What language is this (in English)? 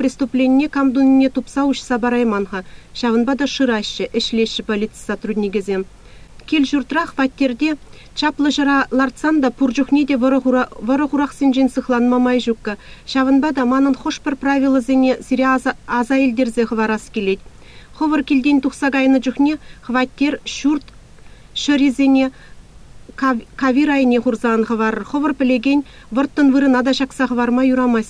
Chuvash